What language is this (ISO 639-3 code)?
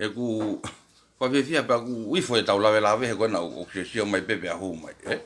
ton